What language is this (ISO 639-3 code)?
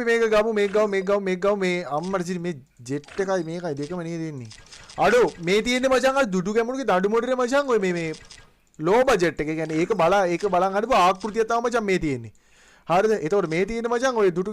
sin